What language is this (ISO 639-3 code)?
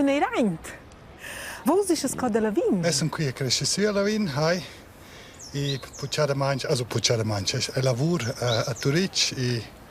roh